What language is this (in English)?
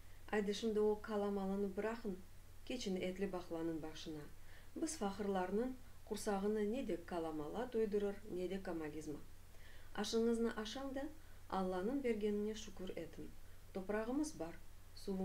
Crimean Tatar